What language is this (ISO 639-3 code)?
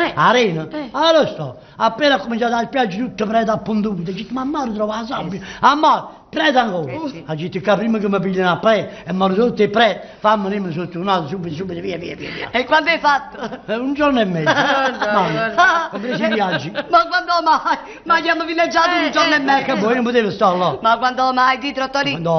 nap